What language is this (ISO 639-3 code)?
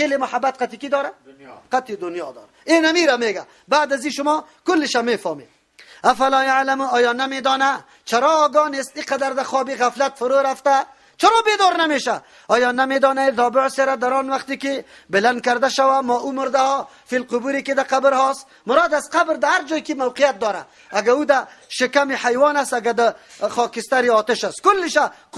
fas